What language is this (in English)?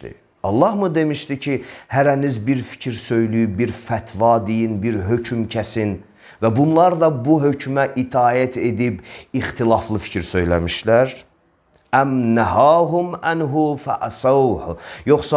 Azerbaijani